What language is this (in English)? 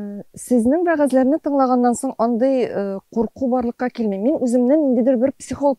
Tatar